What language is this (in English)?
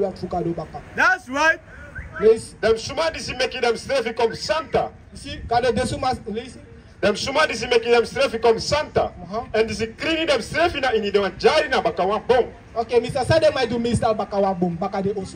Sranan Tongo